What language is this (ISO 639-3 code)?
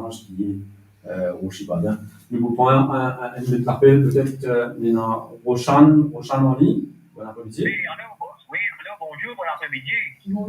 mfe